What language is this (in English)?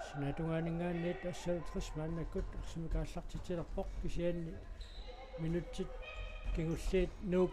Kalaallisut